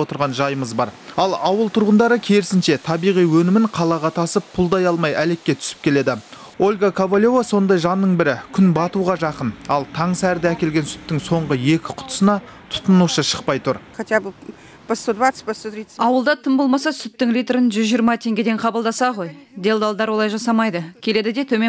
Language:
Kazakh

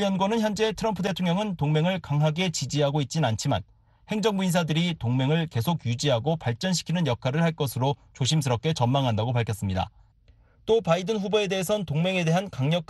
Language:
Korean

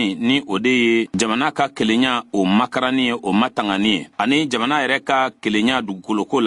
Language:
Bambara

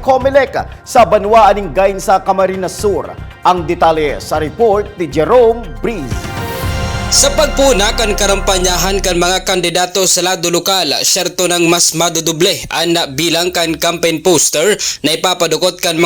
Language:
Bikol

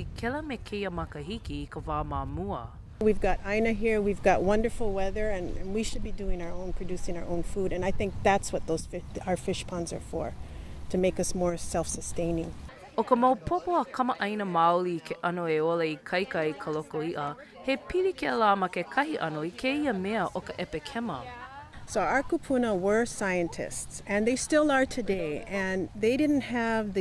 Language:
Hawaiian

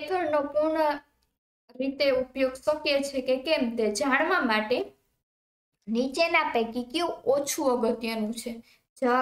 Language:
Gujarati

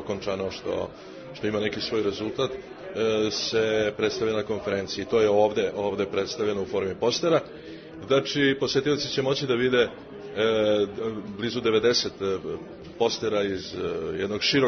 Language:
Serbian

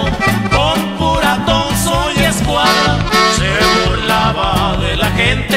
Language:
Spanish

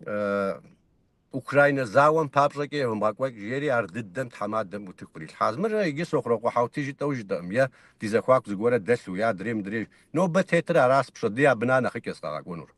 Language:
Kabardian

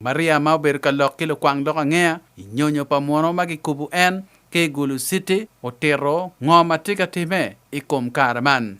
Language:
Acoli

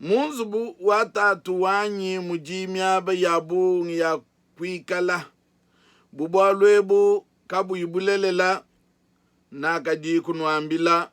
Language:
Luba-Lulua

